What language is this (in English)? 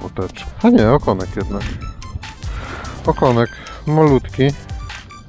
Polish